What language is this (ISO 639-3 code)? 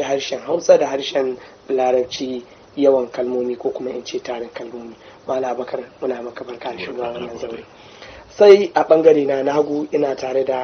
hau